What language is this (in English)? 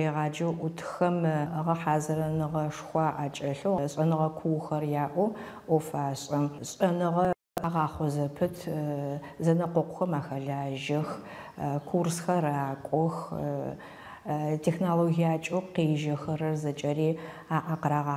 Adyghe